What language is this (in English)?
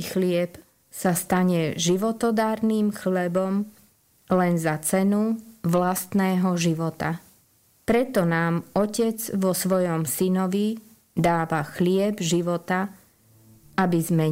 Slovak